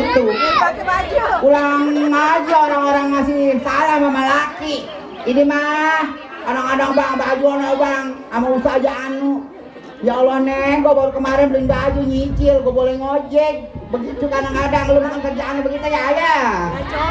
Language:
Betawi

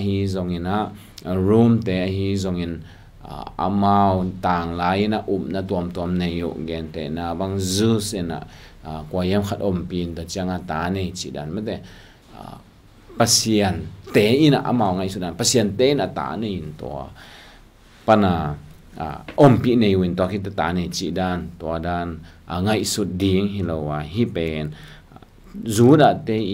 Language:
Tedim Chin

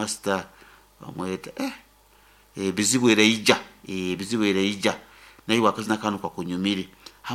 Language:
Nyoro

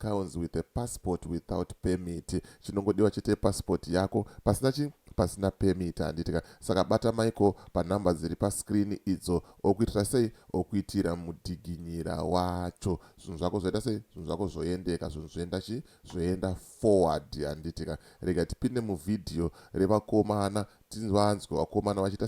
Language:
Shona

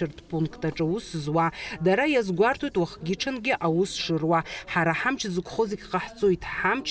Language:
Abkhazian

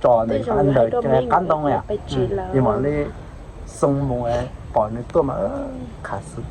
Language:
Hmong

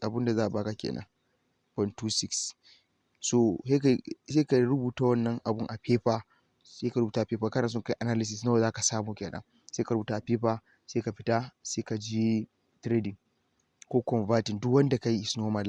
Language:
Hausa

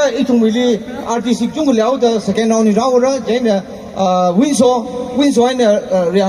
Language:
Tangkhul Naga (India)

